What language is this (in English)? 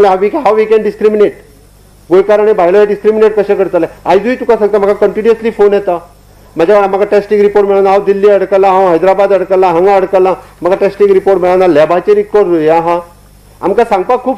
Konkani